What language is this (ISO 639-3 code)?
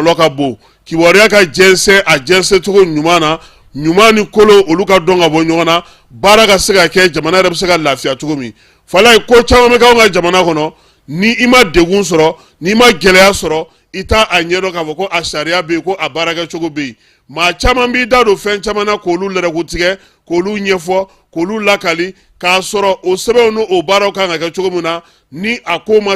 bam